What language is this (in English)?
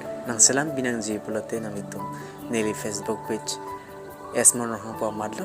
Karbi